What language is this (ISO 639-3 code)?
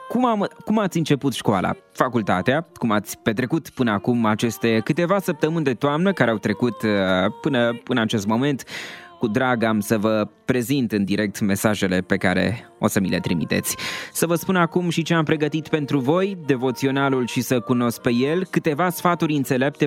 ron